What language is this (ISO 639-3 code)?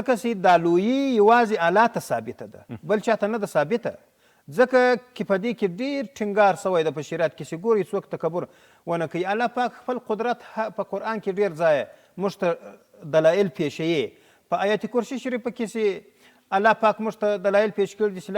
pus